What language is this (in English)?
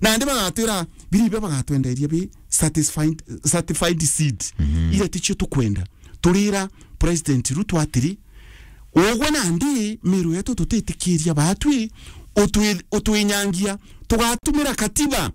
Meru